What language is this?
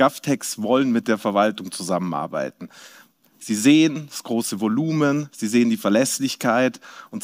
German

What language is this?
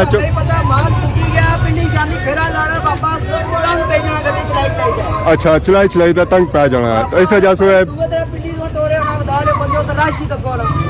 Pahari-Potwari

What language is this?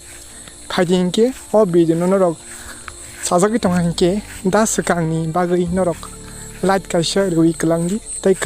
Kok Borok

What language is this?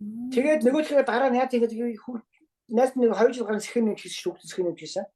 Mongolian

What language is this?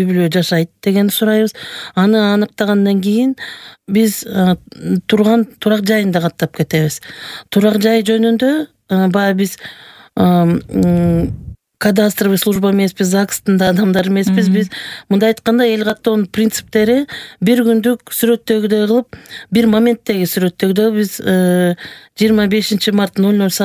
Kyrgyz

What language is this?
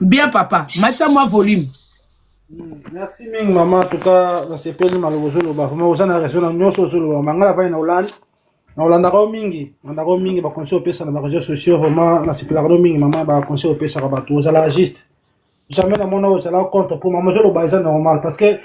Lingala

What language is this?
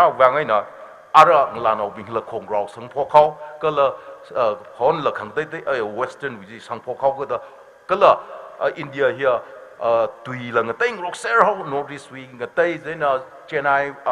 Tangkhul Naga (India)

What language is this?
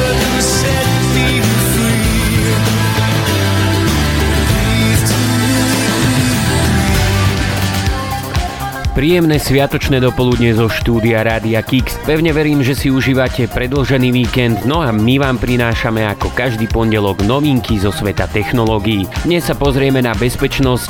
Slovak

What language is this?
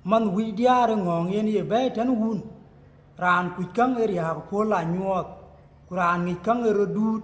Dinka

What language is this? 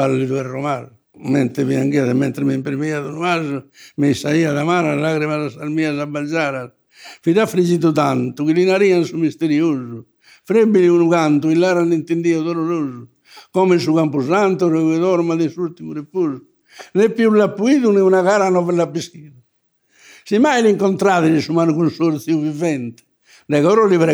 Sardinian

